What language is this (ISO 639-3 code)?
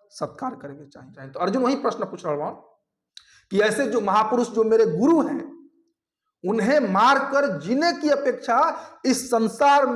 bho